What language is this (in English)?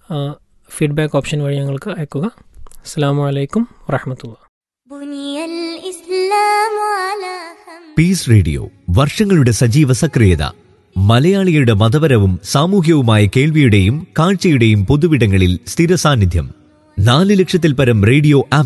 Malayalam